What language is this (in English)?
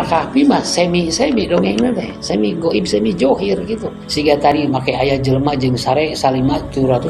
Sundanese